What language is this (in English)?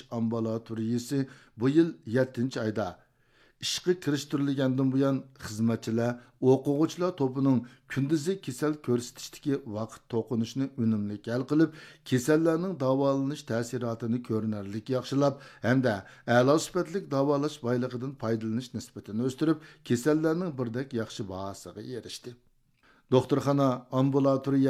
Uyghur